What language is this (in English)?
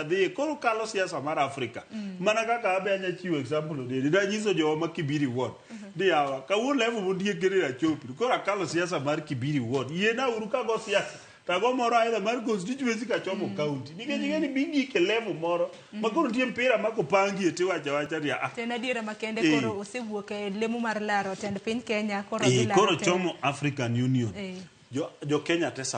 Luo (Kenya and Tanzania)